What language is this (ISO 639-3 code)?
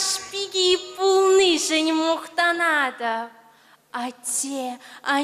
chv